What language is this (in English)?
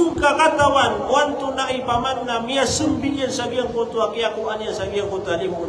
Maranao